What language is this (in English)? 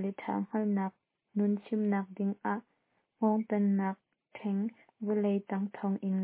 Hakha Chin